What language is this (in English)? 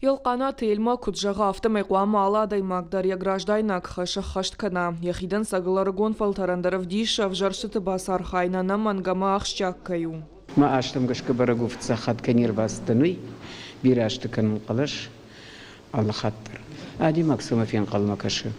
Ossetic